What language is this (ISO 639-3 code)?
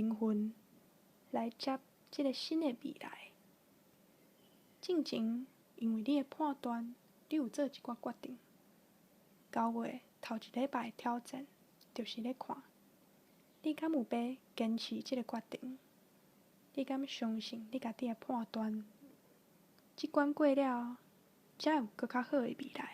nan